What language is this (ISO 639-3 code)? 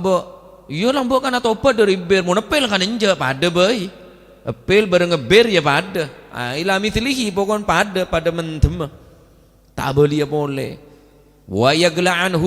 mad